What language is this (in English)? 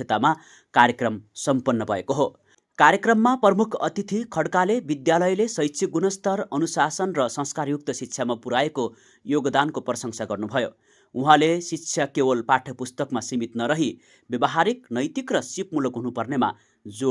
Nepali